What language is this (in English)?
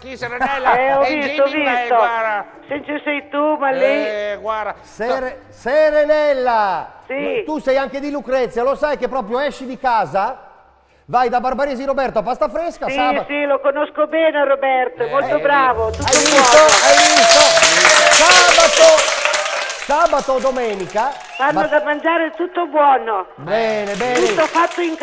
Italian